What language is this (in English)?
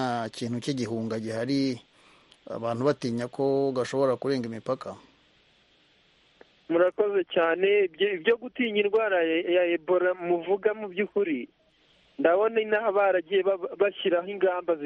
Kinyarwanda